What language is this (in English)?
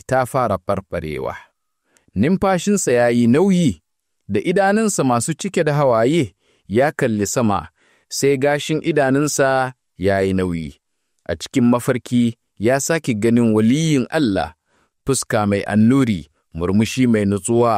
Hausa